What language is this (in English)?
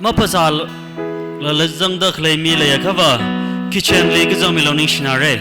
Tangkhul Naga (India)